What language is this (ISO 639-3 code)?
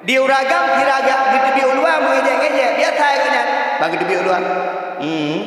ace